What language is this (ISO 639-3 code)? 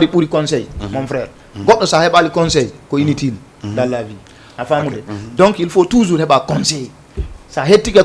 ful